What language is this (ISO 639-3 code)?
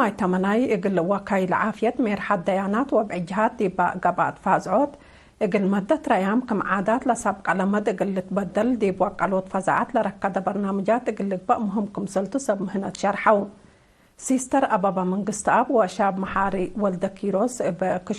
tig